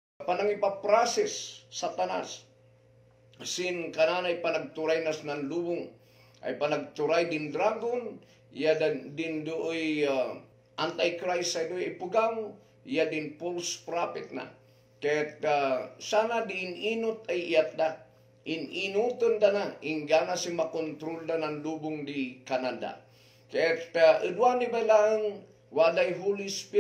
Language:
Kankanaey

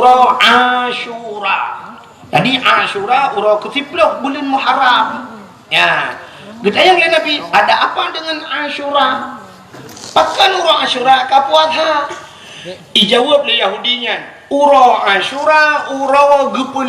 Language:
Achinese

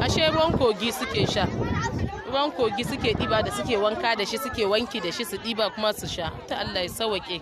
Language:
Hausa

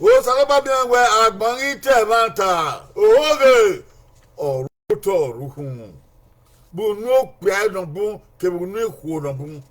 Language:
Bini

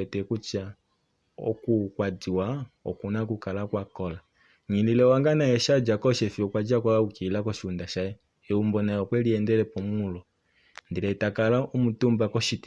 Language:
Kuanyama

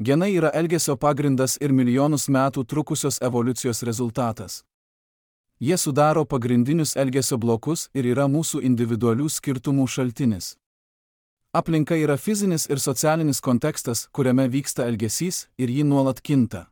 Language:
Lithuanian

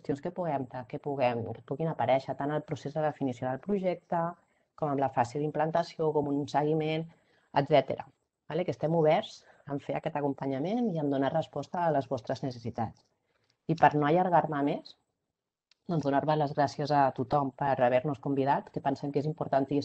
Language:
Catalan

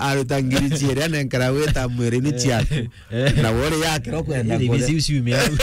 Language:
Meru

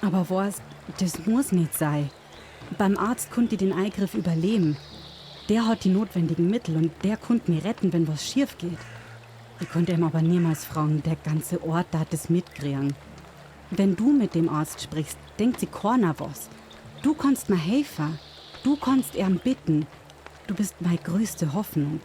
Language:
Bavarian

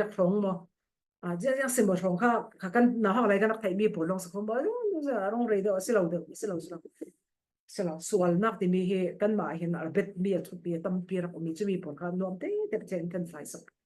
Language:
Falam Chin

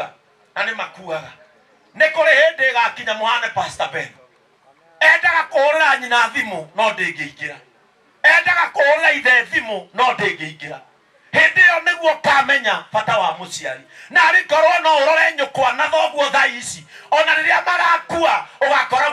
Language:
Kikuyu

